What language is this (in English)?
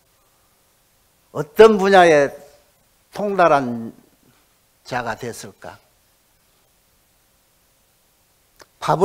Korean